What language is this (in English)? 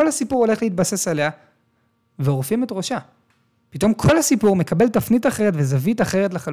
Hebrew